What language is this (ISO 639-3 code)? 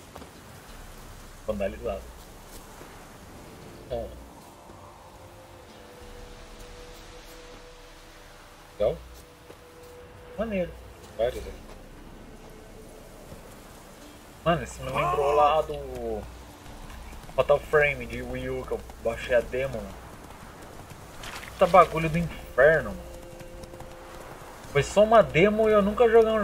por